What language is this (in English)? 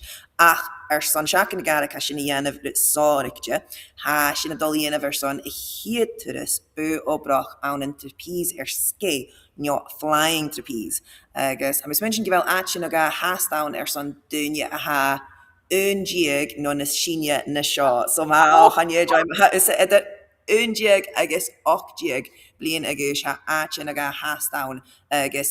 Scottish Gaelic